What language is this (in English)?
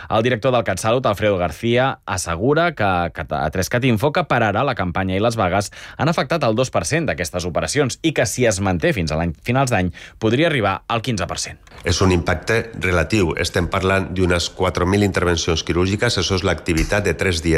Catalan